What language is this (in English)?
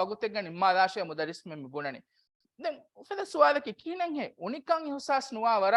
Divehi